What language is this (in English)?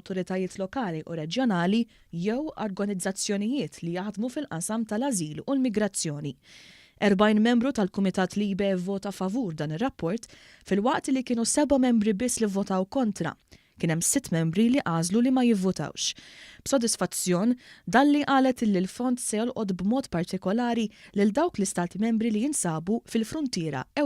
Maltese